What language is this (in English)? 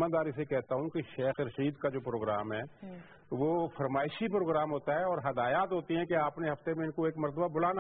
Urdu